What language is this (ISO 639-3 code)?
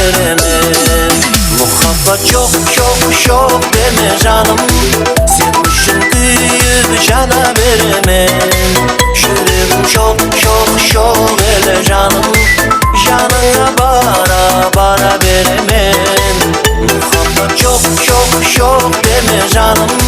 kaa